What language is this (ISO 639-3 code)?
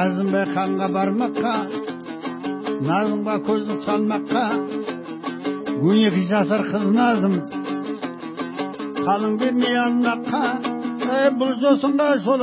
kaz